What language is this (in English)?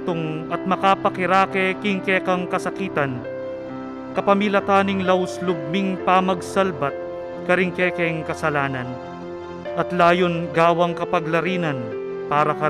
Pampanga